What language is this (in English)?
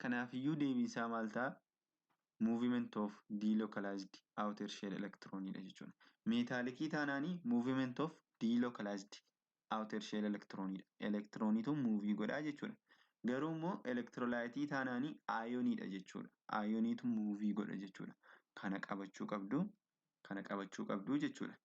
Oromo